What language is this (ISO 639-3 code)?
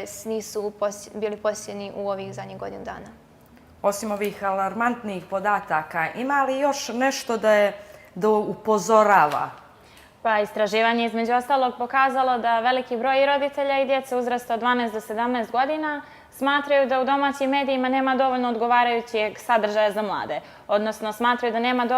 bos